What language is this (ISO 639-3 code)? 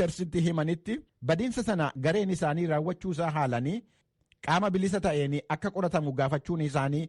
orm